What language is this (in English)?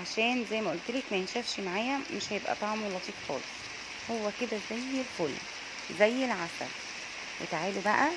Egyptian Arabic